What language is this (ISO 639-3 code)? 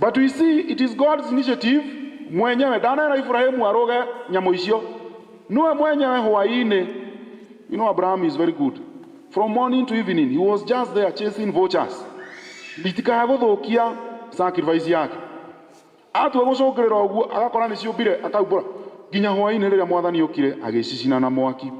kik